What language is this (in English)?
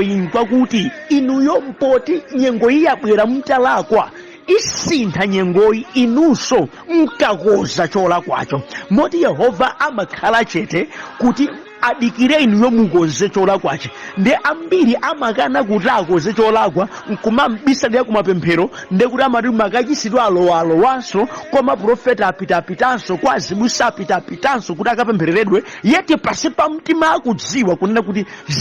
Nyanja